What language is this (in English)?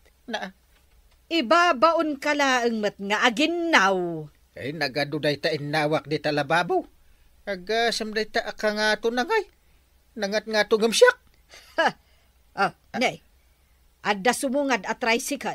Iloko